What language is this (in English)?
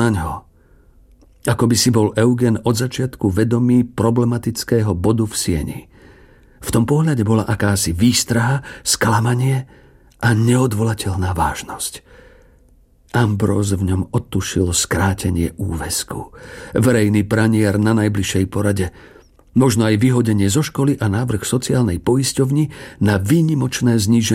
Slovak